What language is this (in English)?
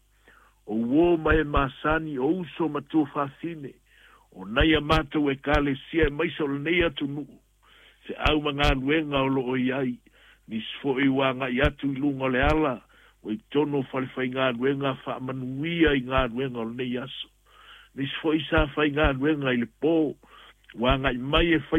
Samoan